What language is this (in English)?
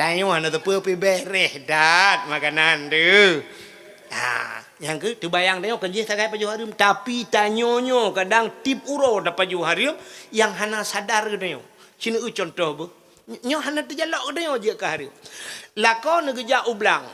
Achinese